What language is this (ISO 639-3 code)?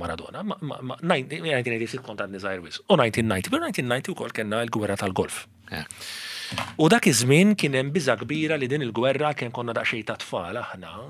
mlt